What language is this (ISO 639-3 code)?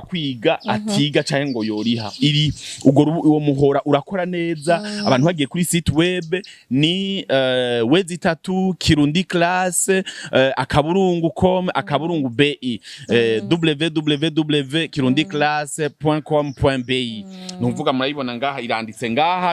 run